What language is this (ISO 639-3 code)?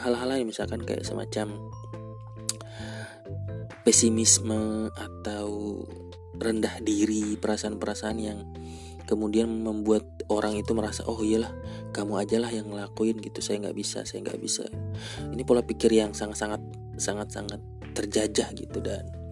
ind